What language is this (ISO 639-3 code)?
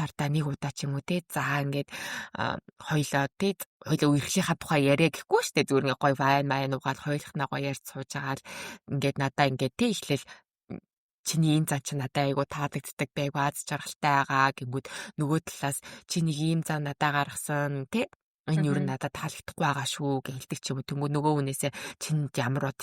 mon